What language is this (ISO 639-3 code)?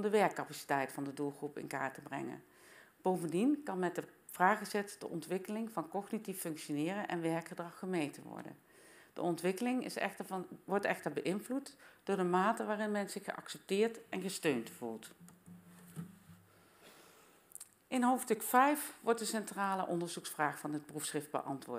nld